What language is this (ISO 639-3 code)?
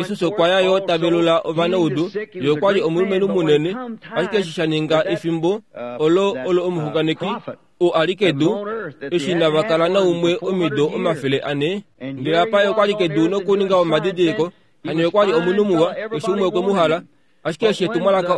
kua